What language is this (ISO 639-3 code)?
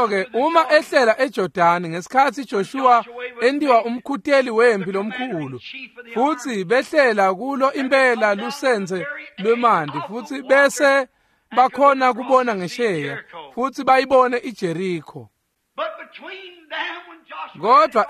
ssw